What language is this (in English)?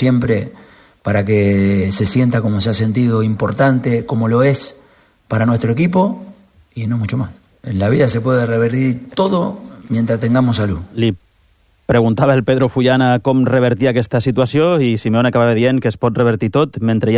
Catalan